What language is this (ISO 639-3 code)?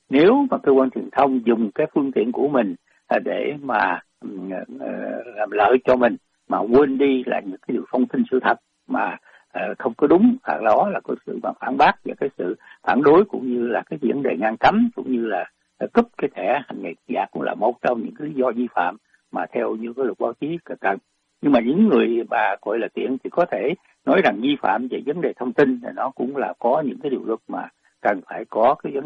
vie